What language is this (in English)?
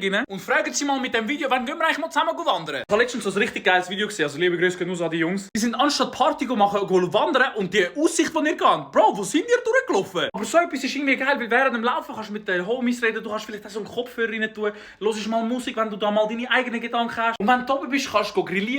Swiss German